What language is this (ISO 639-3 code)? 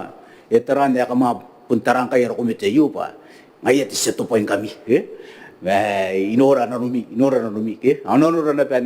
gil